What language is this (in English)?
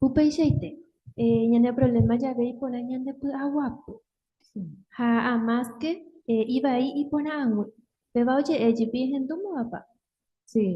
Guarani